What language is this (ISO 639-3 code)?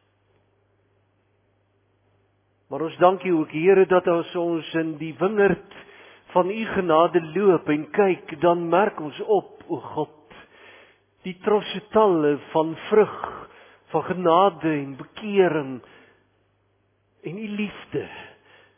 afr